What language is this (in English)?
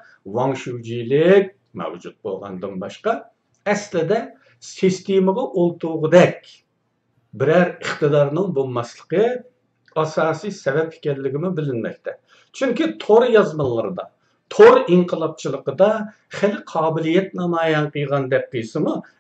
Uyghur